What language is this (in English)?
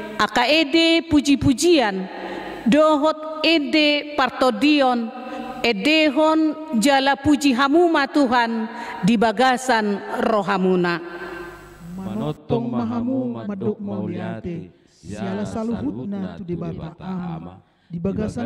Batak Toba